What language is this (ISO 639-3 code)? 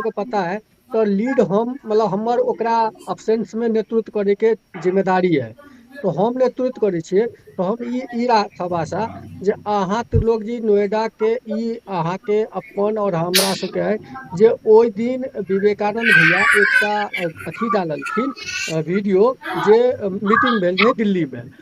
mai